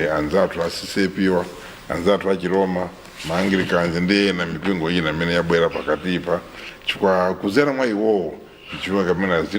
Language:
Nyanja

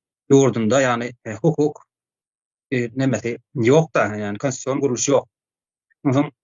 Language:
Turkmen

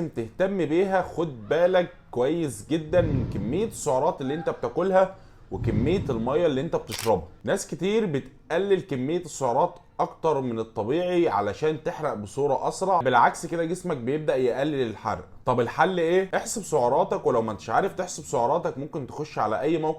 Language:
Egyptian Arabic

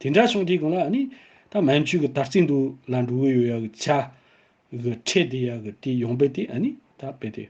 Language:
Tibetan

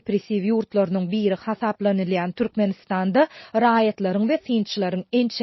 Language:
Turkmen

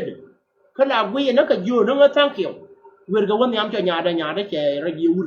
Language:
Nuer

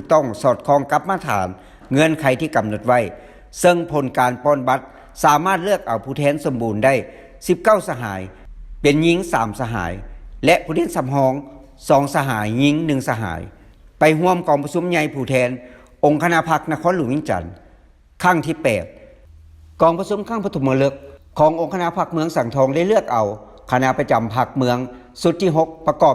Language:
Lao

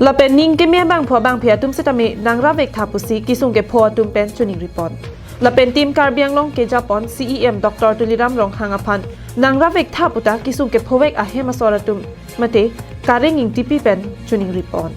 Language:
Karbi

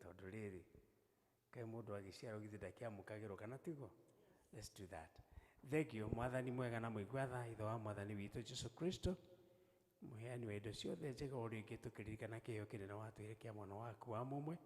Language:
Kikuyu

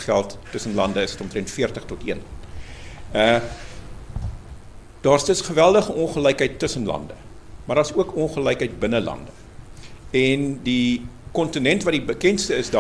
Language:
Afrikaans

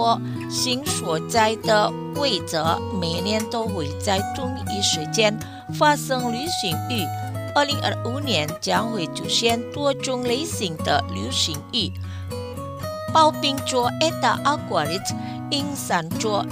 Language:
Chinese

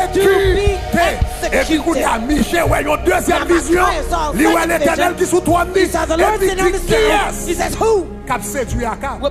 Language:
Haitian Creole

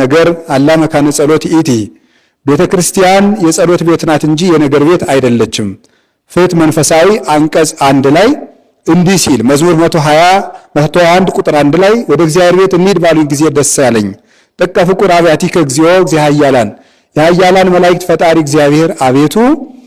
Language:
Amharic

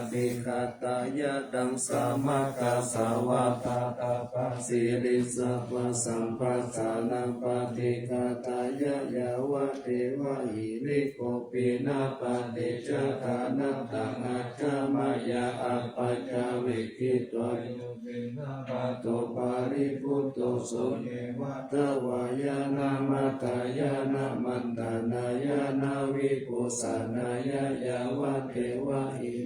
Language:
Pali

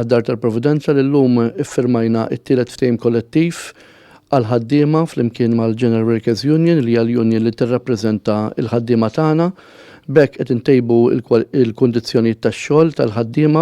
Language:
Maltese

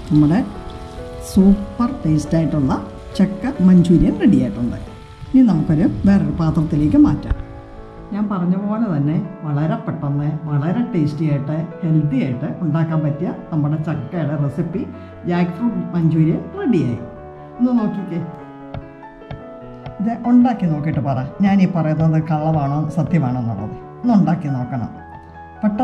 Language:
Malayalam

